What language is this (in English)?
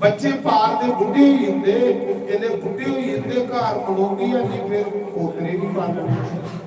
Dogri